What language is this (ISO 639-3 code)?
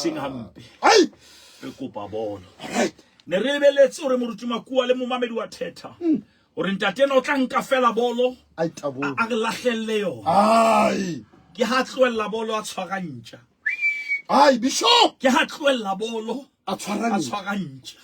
sot